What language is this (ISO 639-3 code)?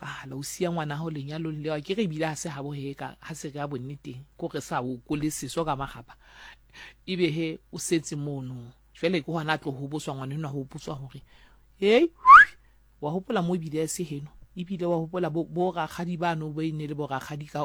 sot